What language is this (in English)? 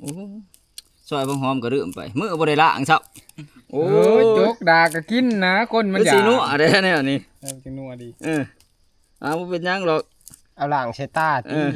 Northeastern Thai